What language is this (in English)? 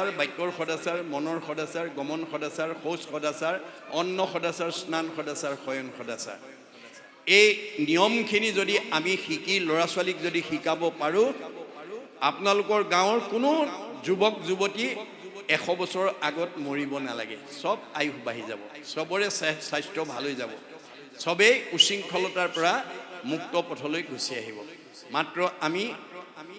Assamese